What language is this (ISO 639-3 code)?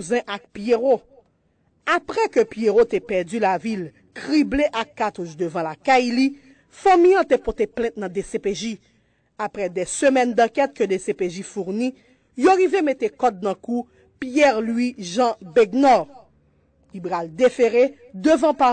hat